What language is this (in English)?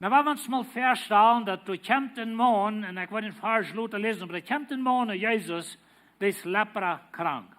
Plautdietsch